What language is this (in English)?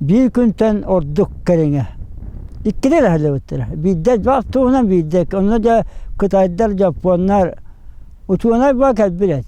Yakut